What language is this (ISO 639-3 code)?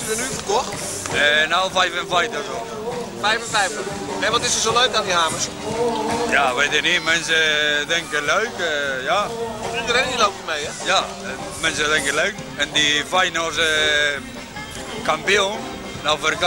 nld